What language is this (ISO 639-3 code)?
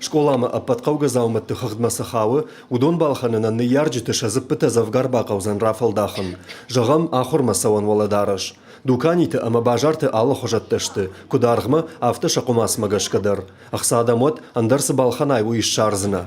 oss